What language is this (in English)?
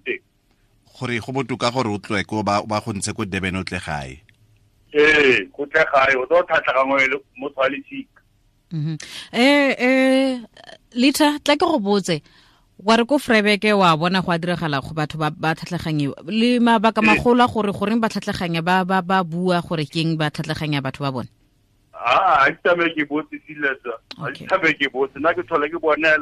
Tswana